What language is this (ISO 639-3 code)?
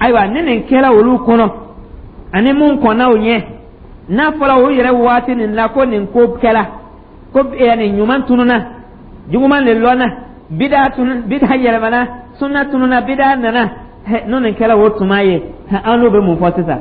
dyu